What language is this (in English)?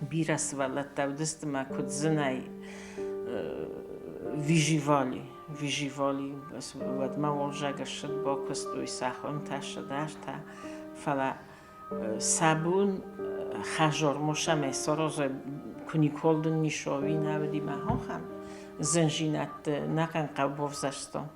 Ossetic